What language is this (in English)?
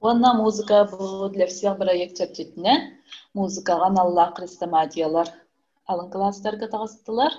Yakut